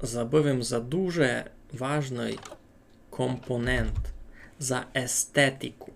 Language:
Rusyn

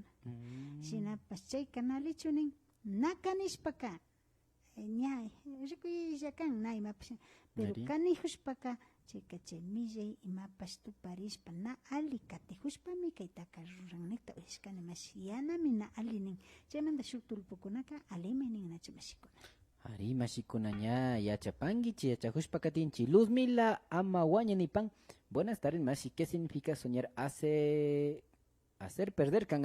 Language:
Imbabura Highland Quichua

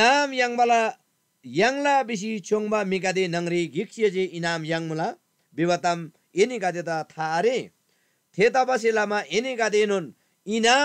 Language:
Eastern Tamang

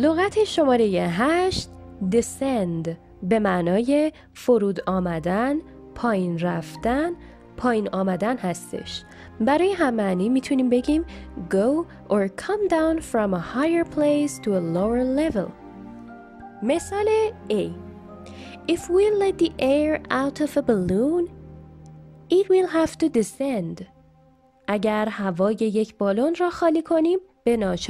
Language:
Persian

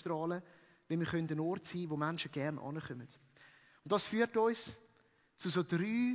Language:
Swiss German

